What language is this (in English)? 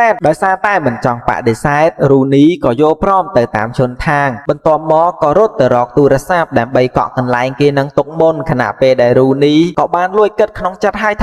Khmer